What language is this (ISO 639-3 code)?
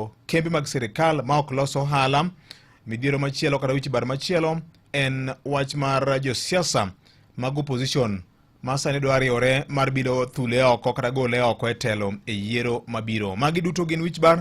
luo